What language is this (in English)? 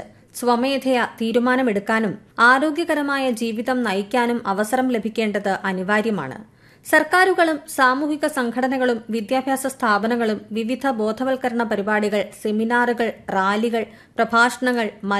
Malayalam